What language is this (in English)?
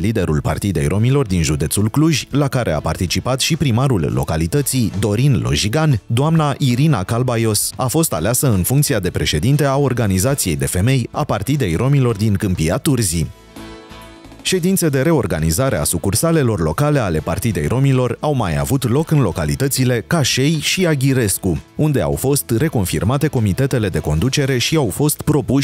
Romanian